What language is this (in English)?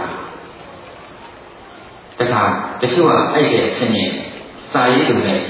Burmese